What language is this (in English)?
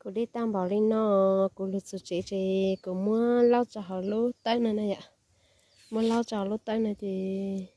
Hmong